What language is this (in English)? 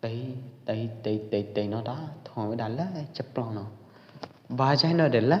Pwo Eastern Karen